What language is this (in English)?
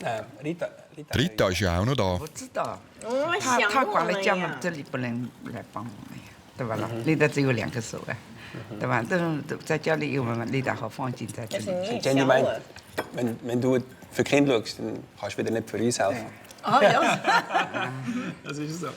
Swiss German